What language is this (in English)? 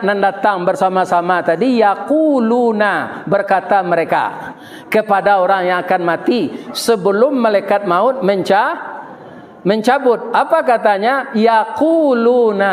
Minangkabau